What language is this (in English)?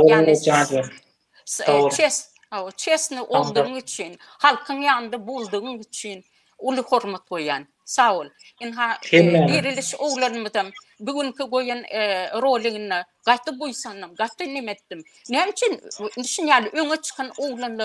Turkmen